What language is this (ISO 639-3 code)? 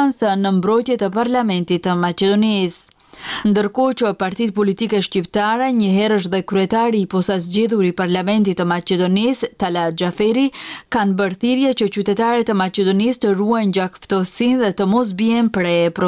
sqi